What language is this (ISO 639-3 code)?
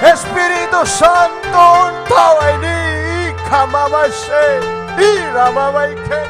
quy